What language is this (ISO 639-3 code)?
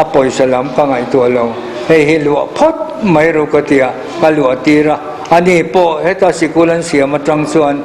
lus